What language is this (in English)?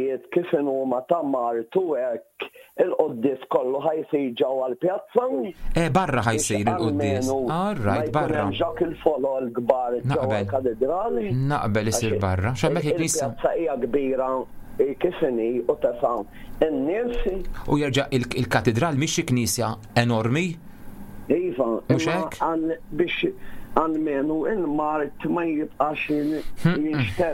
Maltese